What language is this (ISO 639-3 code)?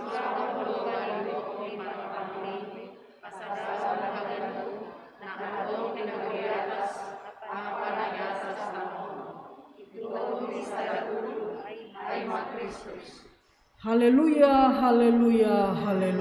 bts